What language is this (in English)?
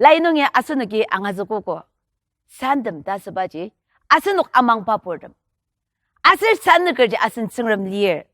Ao Naga